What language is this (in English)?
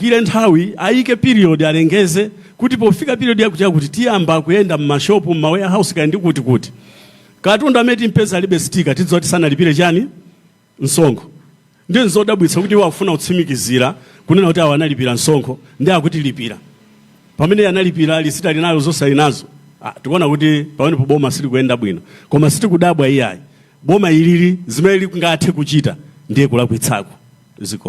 Nyanja